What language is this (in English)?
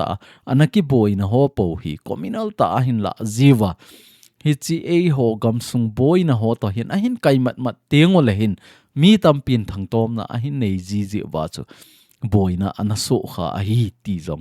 Thado Chin